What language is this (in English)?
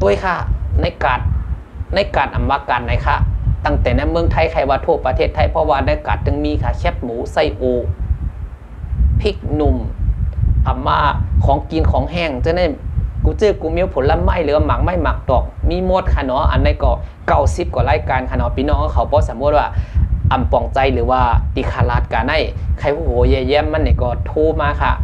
Shan